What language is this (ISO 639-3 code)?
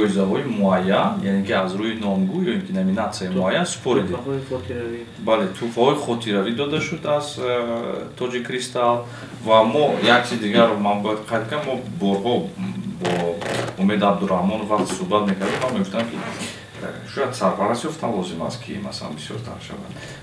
tgk